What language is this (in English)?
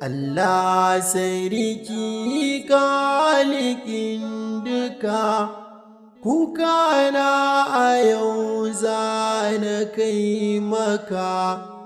Hausa